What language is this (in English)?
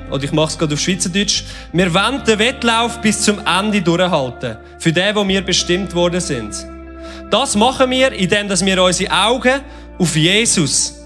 Swiss German